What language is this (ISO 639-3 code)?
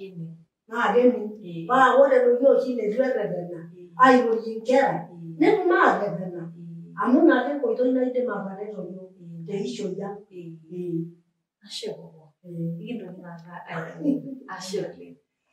mas